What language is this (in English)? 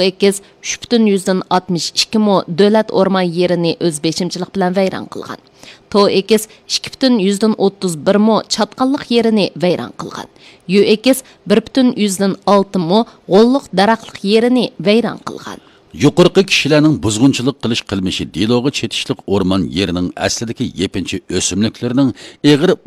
Uyghur